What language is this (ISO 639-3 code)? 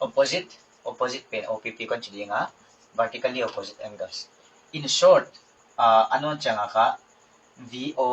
pck